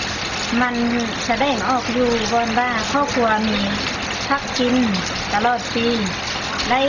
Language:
Lao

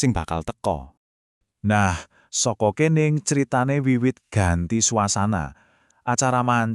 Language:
Javanese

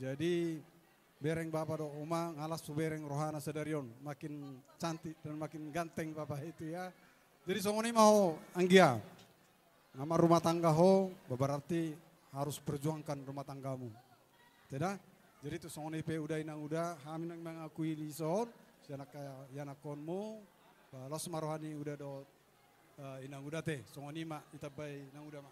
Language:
Batak Toba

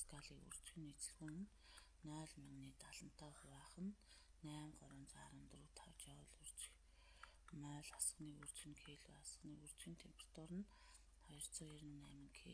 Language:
Mongolian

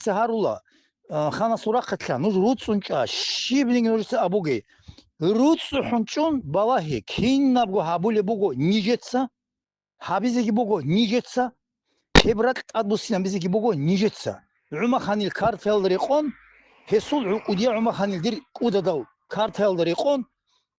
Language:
Avaric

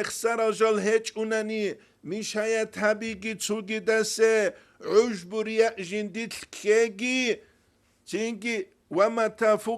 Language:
Avaric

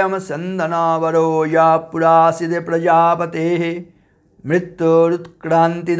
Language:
Sanskrit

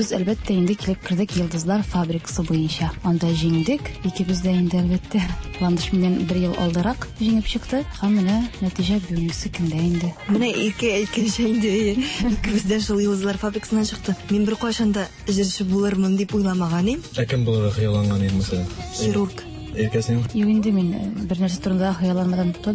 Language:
Tatar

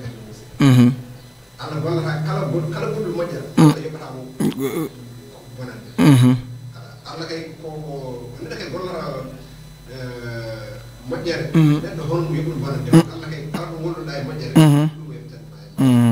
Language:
Fula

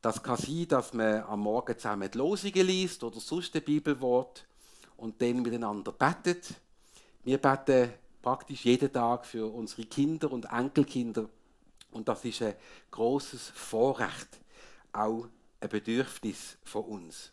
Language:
Swiss German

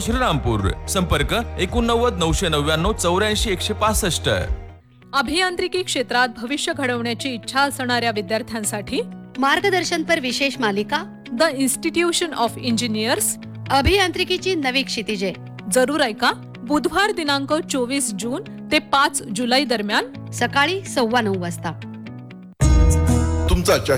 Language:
Marathi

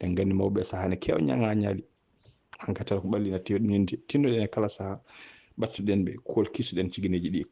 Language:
Fula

